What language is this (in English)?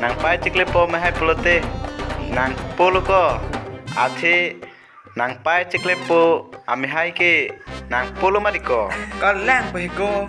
Karbi